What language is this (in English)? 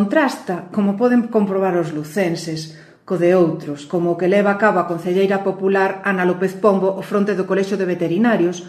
Galician